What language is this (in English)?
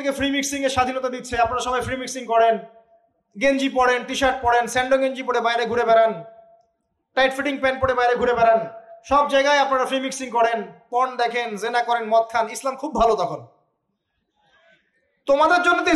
Bangla